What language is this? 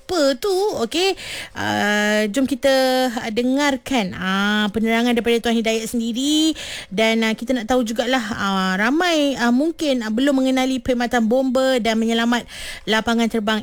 Malay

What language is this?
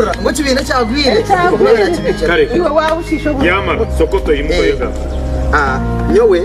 Nyankole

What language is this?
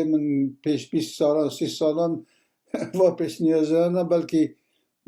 Kurdish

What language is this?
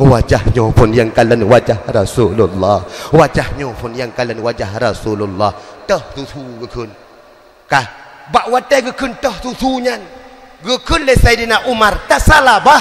Achinese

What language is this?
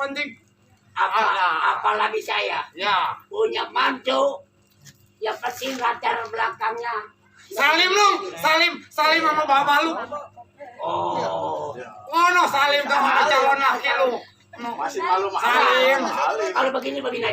Betawi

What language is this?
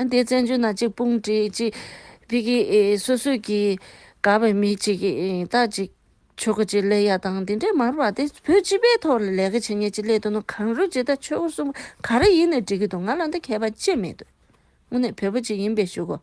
Tibetan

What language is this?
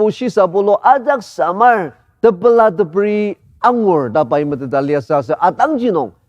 Ao Naga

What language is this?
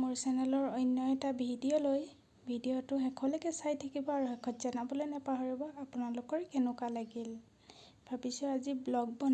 Assamese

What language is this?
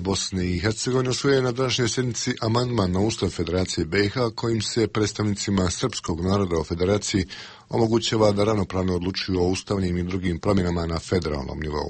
Bosnian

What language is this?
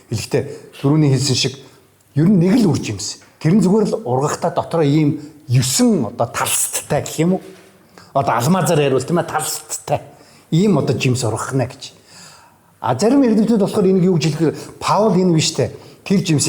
Mongolian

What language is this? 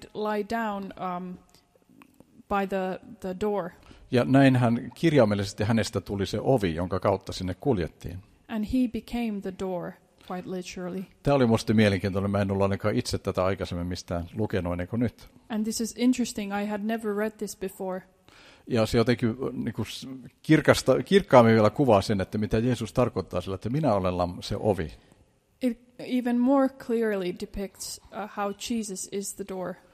Finnish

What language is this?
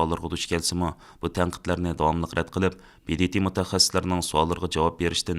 Uyghur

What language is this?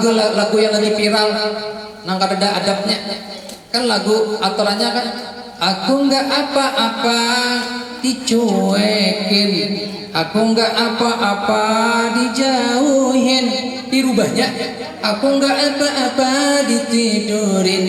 Banjar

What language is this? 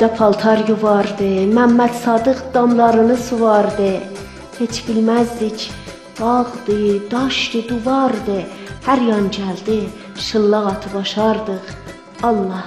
South Azerbaijani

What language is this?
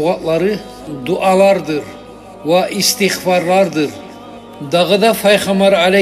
Kumyk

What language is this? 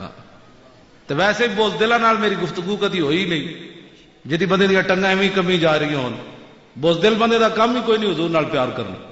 Western Panjabi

